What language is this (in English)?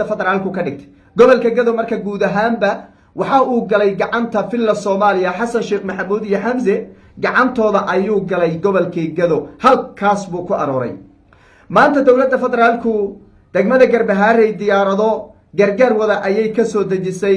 Somali